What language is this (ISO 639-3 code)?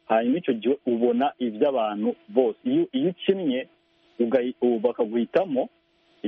kin